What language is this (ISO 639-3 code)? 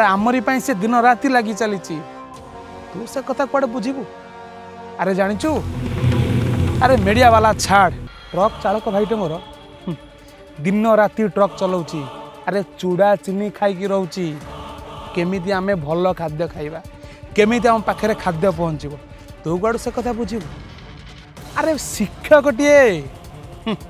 ori